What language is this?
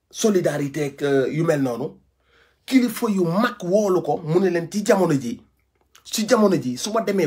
Wolof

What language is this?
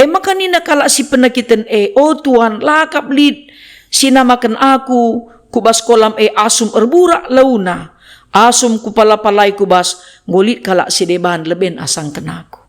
Batak Karo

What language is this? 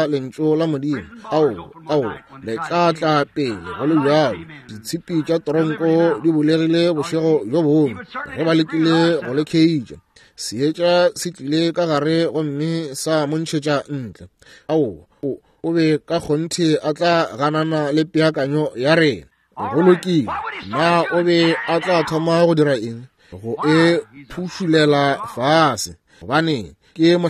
Northern Sotho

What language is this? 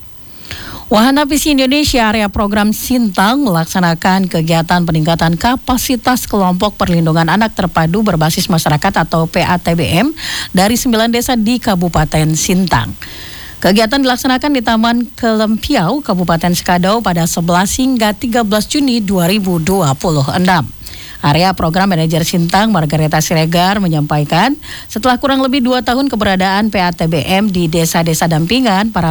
Indonesian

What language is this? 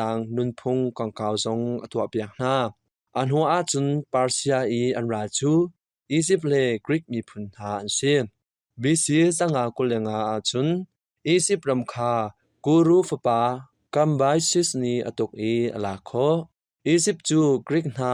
Hakha Chin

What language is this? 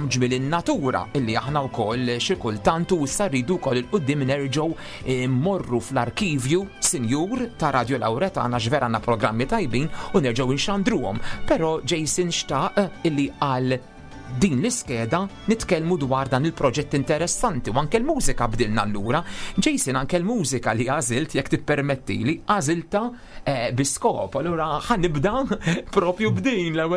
Maltese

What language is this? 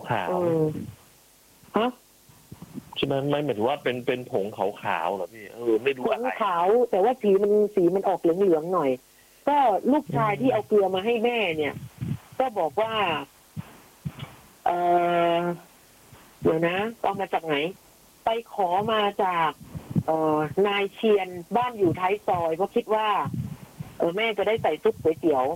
Thai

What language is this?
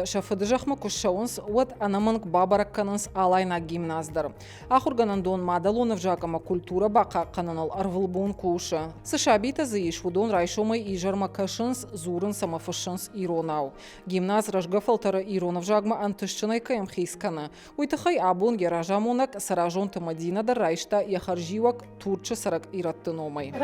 Ossetic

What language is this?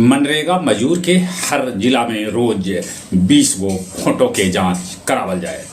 Magahi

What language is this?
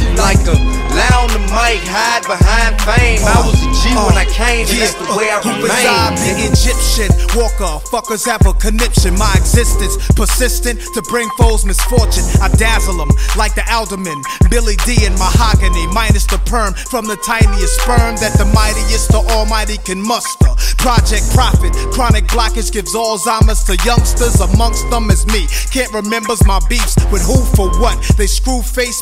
English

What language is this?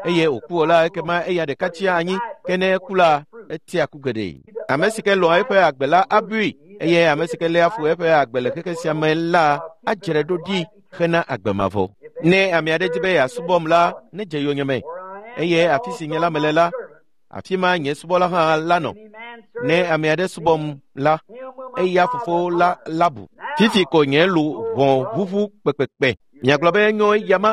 Ewe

